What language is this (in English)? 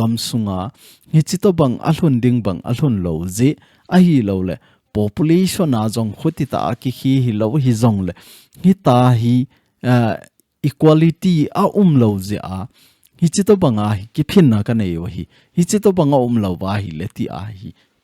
Thado Chin